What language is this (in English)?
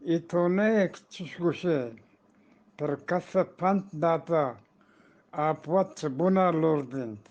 Eastern Balochi